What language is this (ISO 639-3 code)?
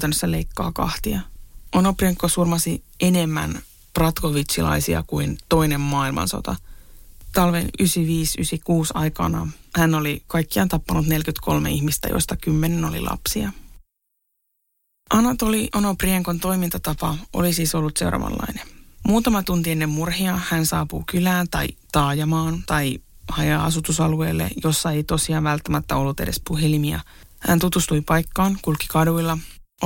fin